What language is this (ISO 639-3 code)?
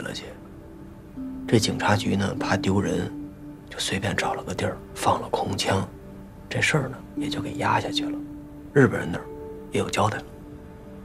zho